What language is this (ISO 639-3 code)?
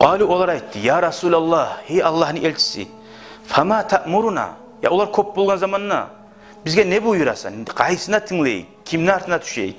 kum